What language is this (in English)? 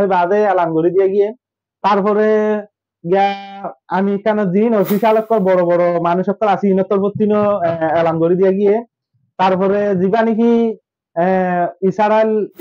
Rohingya